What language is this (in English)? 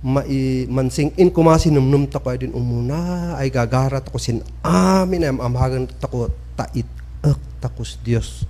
Kankanaey